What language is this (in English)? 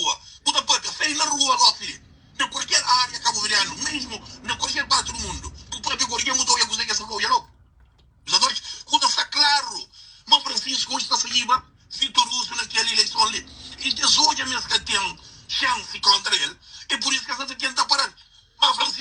Kabuverdianu